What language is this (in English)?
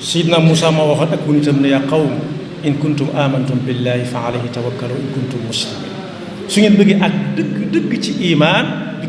Wolof